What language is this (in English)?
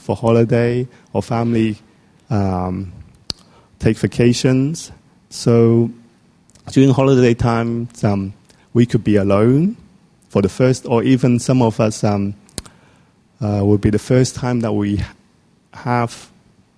English